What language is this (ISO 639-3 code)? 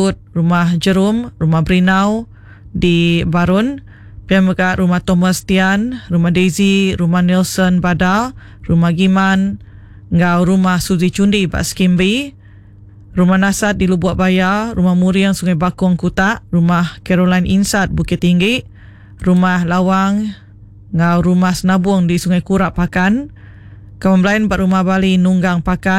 iba